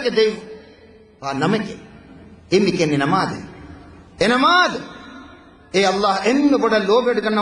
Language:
Divehi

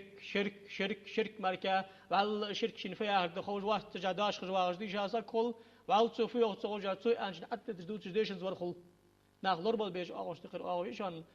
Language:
Ingush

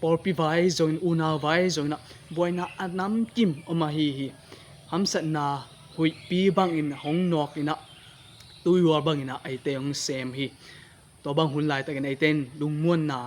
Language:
Tedim Chin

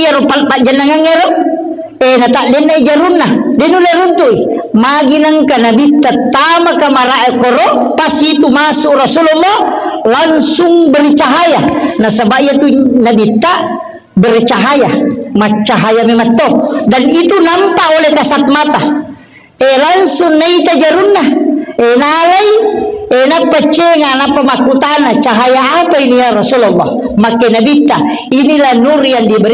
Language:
Buginese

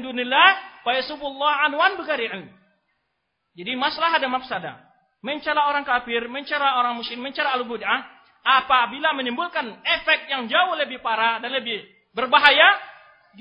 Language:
Indonesian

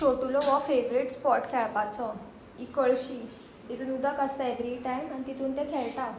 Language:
Konkani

